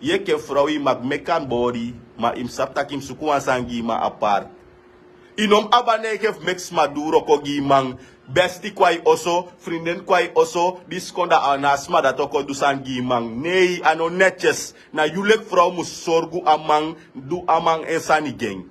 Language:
Sranan Tongo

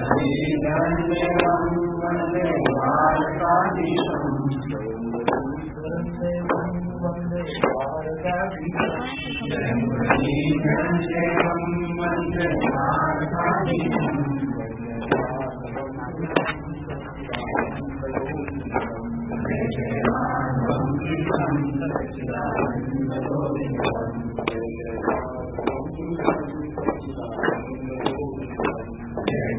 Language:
Marathi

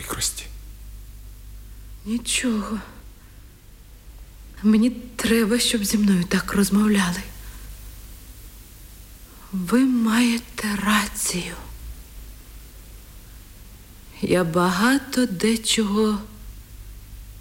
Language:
Ukrainian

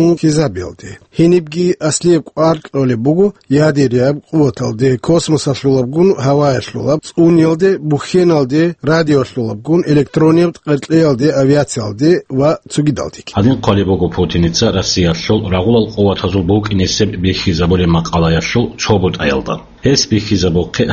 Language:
Avaric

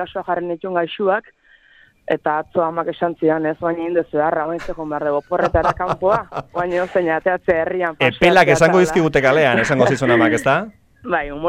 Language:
Basque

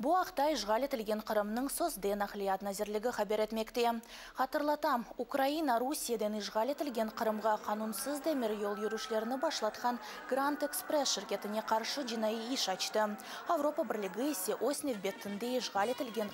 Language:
Crimean Tatar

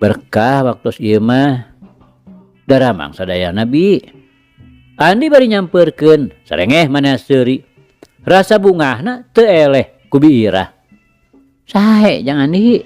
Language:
Sundanese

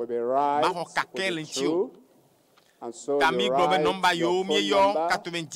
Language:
Ewe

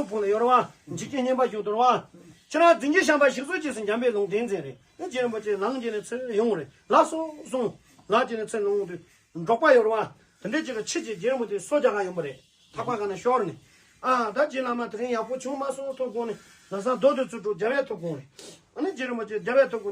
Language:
Tibetan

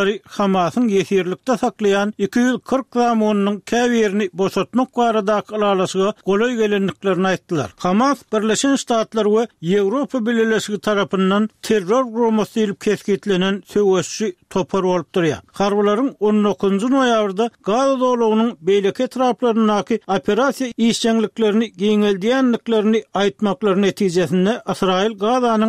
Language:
Turkmen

